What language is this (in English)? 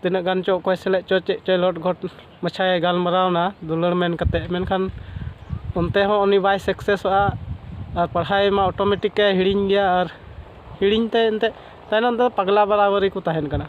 Santali